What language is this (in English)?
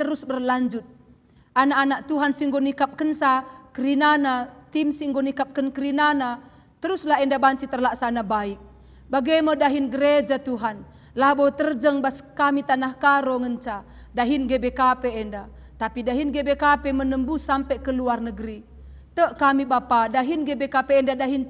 Batak Karo